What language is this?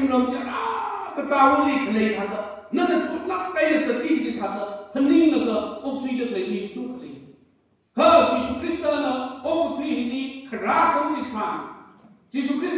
Tangkhul Naga (India)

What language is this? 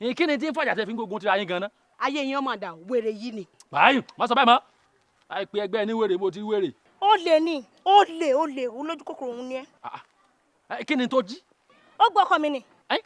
Yoruba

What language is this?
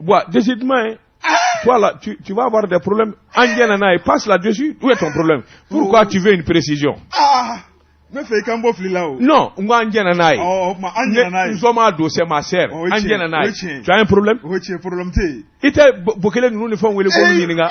Bambara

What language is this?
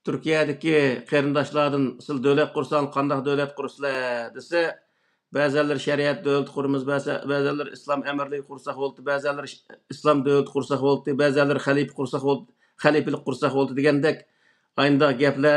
Uyghur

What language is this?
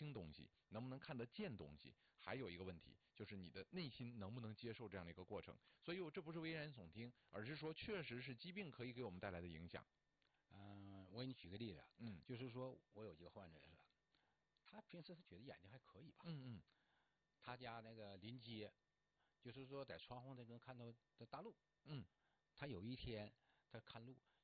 Chinese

